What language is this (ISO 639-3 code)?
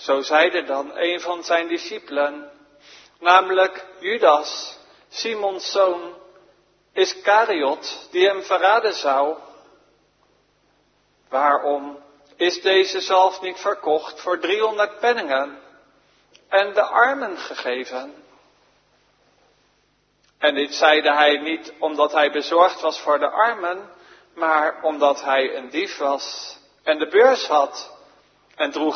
nld